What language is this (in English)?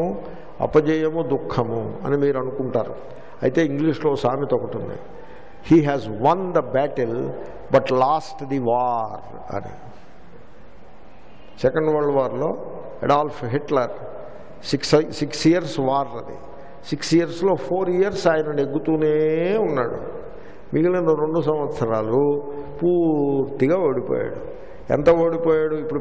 Telugu